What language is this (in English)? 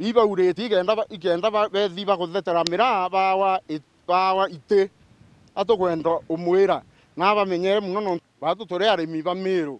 Meru